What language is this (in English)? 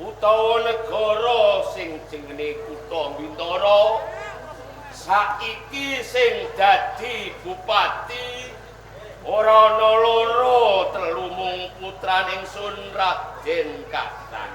Javanese